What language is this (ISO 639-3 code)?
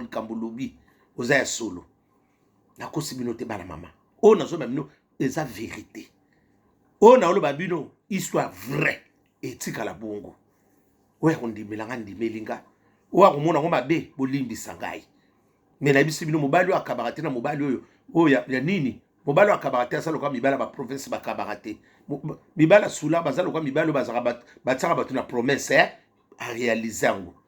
lin